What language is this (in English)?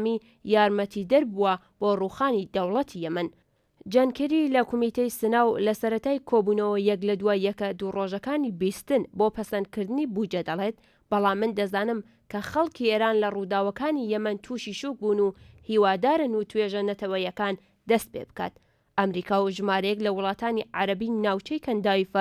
Central Kurdish